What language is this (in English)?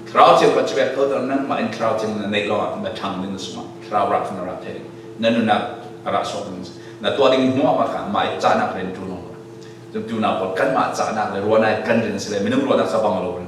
Falam Chin